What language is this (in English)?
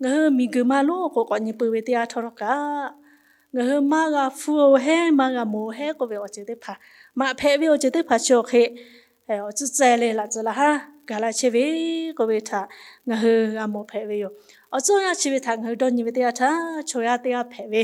Lahu